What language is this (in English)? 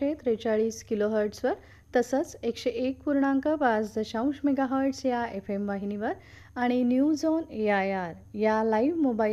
Marathi